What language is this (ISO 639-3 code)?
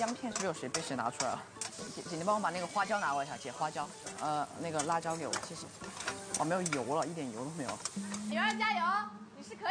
zho